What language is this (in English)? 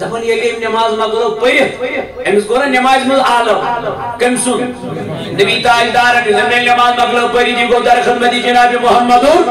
Kashmiri